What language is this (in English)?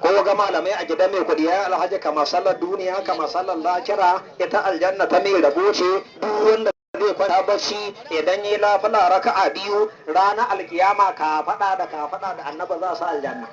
Hausa